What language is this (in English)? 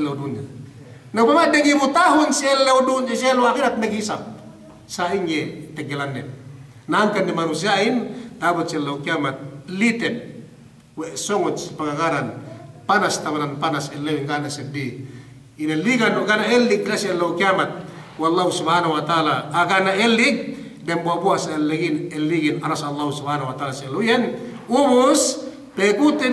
Yakan